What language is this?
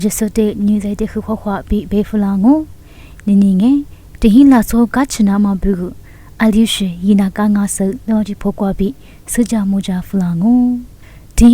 Lisu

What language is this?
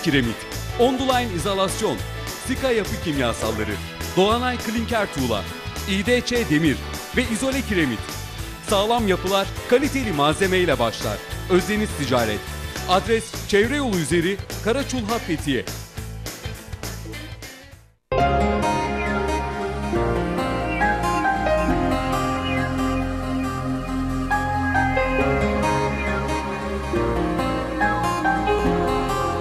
Turkish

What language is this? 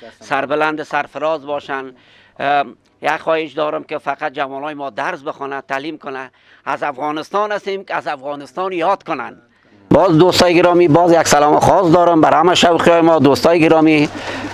Persian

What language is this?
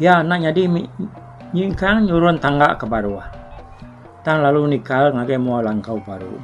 Iban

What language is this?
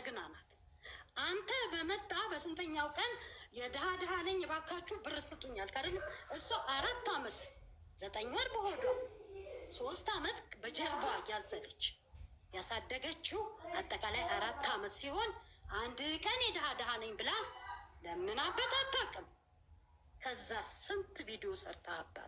Amharic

